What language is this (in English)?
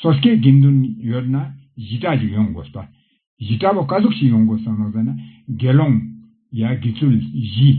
Ladakhi